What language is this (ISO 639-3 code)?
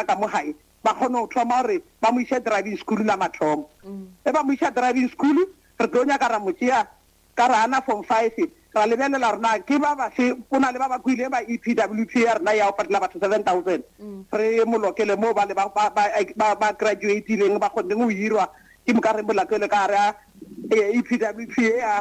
nso